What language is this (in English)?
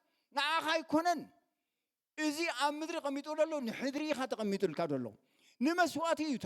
Tigrinya